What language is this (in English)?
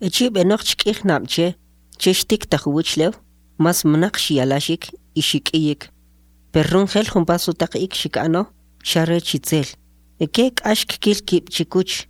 Kʼicheʼ